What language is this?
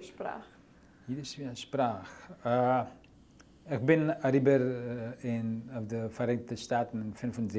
Yiddish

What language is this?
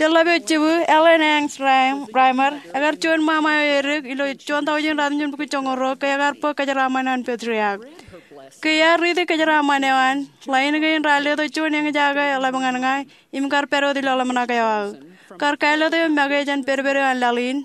Marshallese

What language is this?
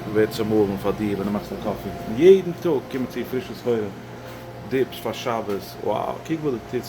Yiddish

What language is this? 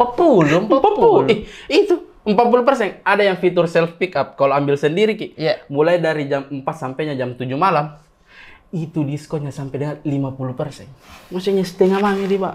Makassar Malay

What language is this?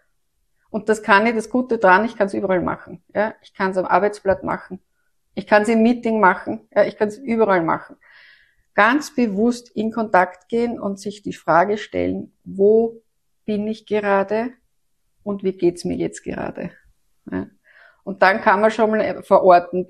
German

